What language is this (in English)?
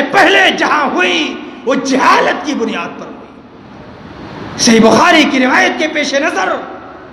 Urdu